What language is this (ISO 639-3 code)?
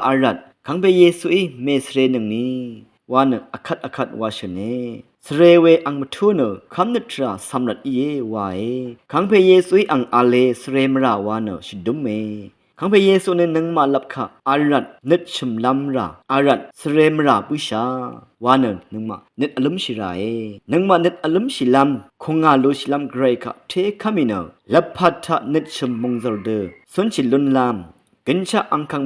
raw